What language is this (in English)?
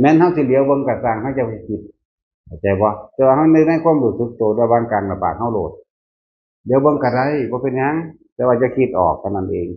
Northeastern Thai